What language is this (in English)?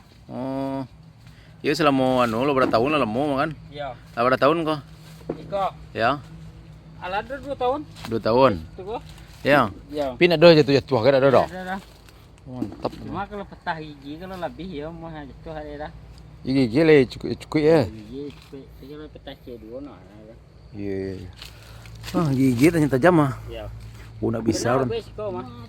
Minangkabau